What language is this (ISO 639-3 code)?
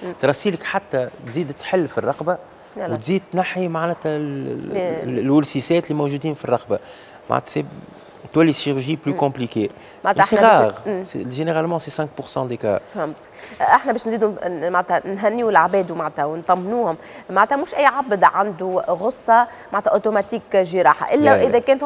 aeb